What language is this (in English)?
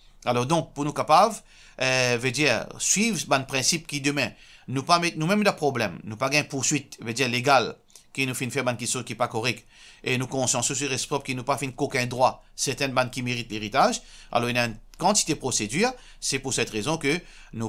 Morisyen